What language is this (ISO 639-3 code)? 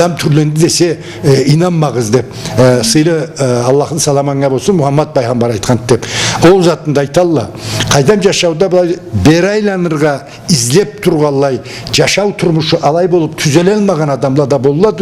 krc